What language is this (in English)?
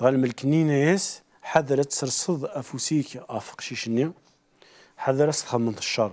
Kabyle